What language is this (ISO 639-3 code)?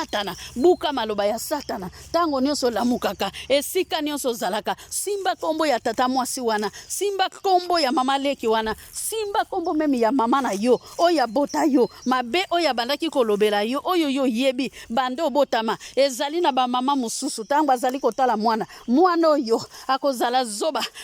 lin